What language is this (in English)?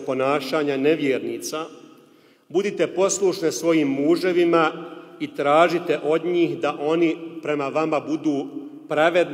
Bosnian